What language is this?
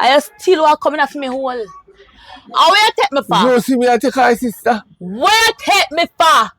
Jamaican Creole English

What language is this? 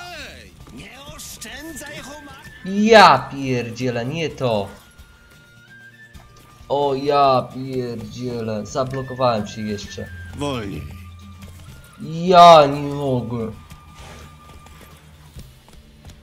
Polish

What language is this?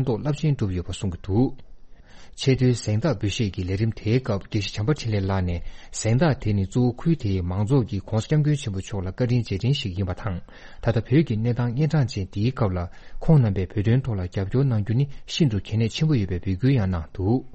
Tibetan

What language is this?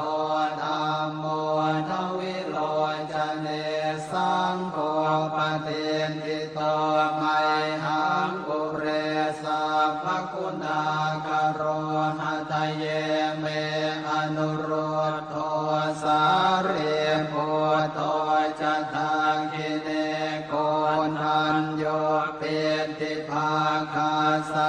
Pali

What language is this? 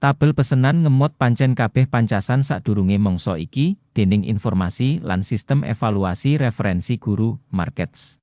Javanese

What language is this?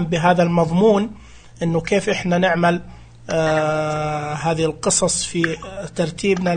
Najdi Arabic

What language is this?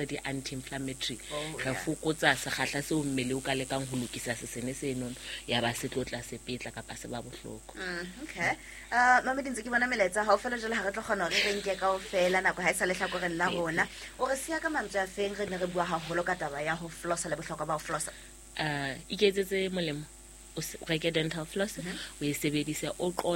Southern Sotho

